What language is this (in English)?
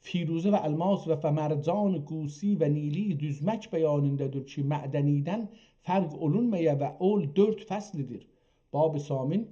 South Azerbaijani